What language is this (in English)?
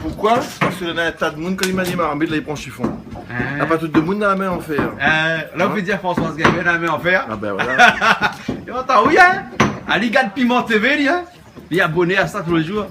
Réunion Creole French